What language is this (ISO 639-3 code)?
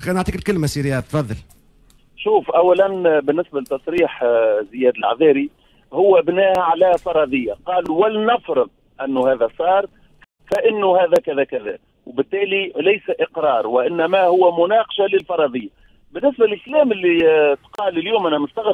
aeb